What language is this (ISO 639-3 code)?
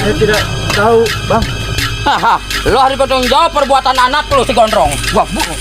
bew